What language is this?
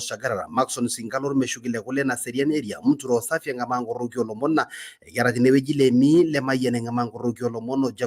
Masai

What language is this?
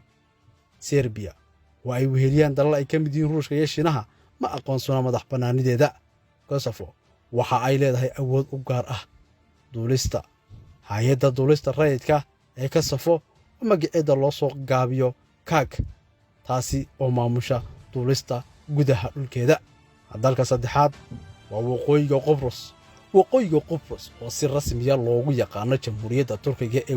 Somali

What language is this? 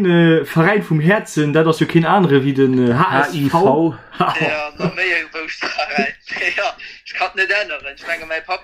Luxembourgish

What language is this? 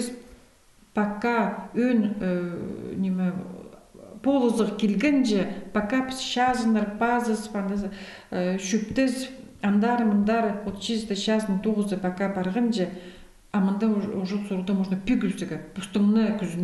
Khakas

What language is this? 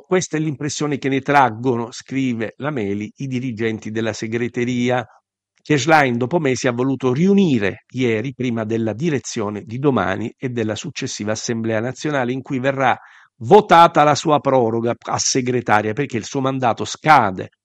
Italian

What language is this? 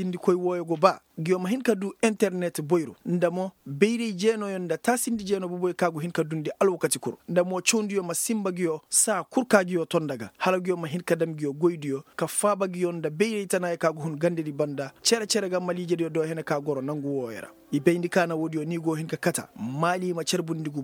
Koyraboro Senni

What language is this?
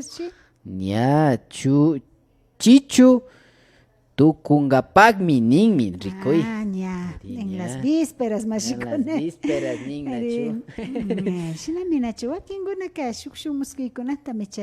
Imbabura Highland Quichua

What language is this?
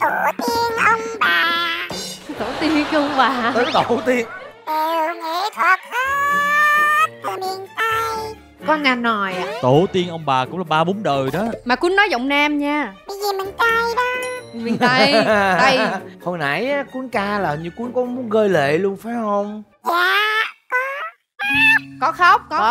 Vietnamese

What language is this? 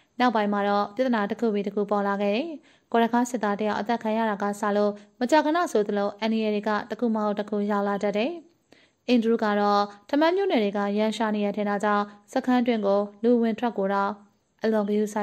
Burmese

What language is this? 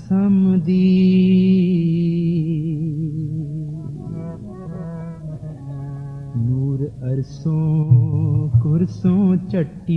Punjabi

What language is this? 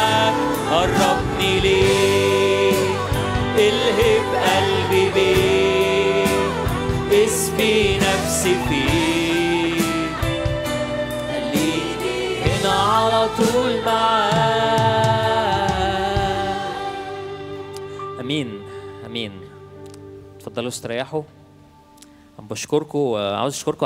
Egyptian Arabic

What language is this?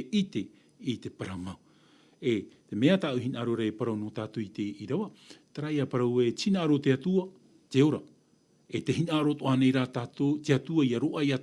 Tahitian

